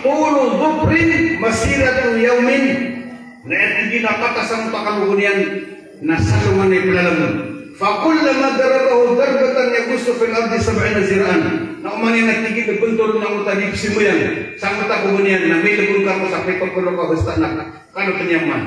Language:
Maranao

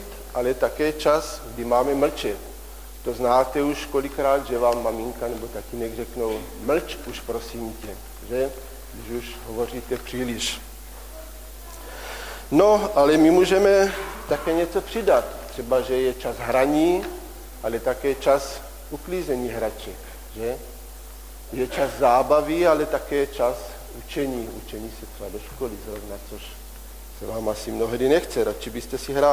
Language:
Czech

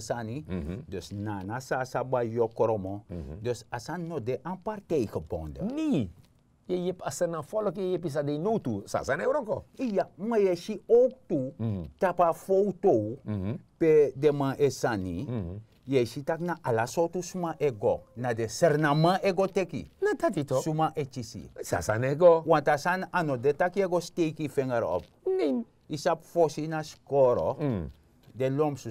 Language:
Sranan Tongo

